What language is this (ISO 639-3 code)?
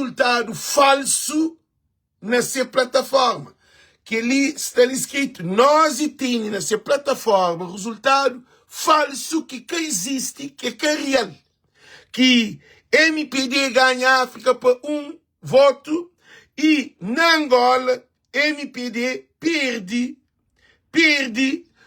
kea